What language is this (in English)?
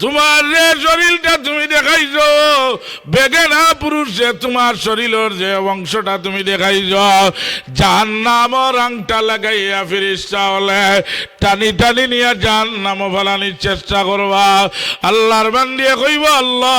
Sylheti